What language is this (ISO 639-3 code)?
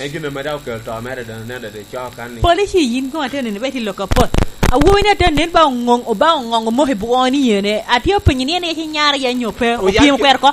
laj